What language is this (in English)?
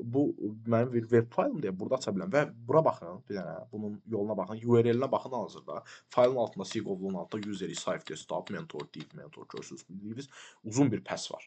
Azerbaijani